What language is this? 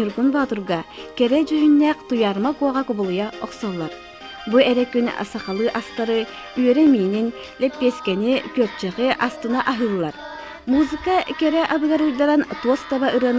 Yakut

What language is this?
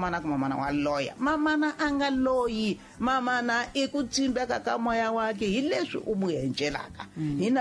Tsonga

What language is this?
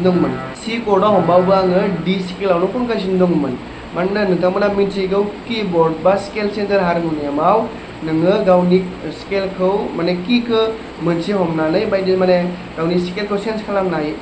Bodo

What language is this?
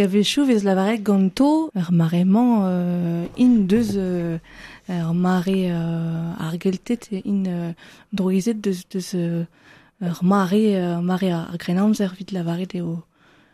Breton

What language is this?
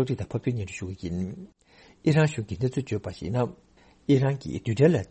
Tibetan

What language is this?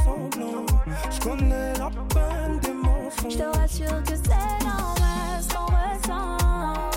French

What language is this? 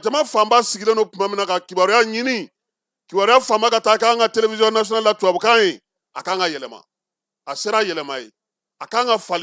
Bambara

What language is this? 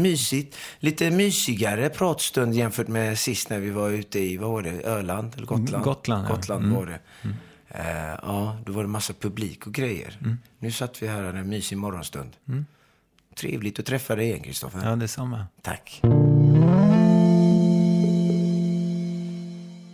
Swedish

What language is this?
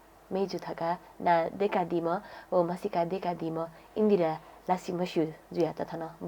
Newari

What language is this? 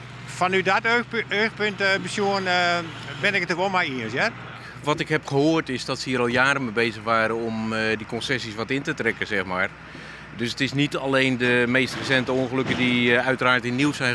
Western Frisian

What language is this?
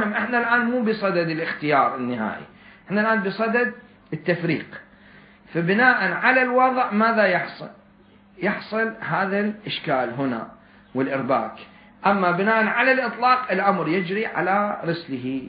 Mesopotamian Arabic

